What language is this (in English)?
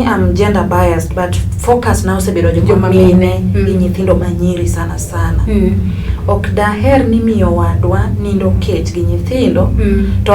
Luo (Kenya and Tanzania)